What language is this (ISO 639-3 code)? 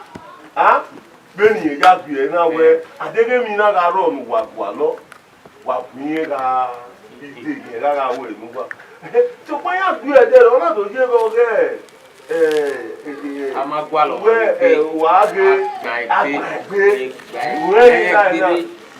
bin